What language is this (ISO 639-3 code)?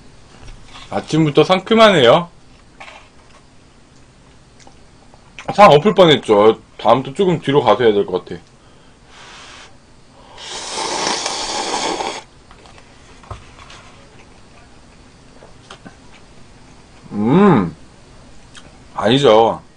kor